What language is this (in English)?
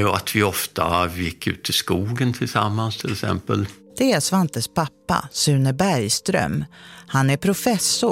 Swedish